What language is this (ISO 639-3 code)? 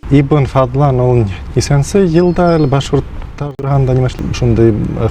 bak